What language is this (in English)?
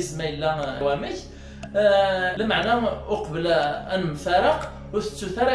Kabyle